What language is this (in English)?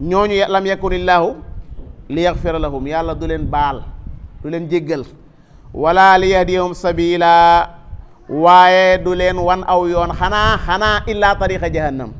Wolof